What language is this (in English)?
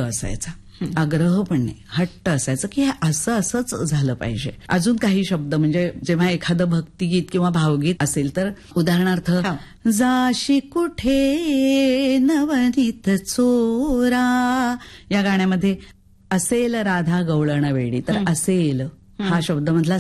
Marathi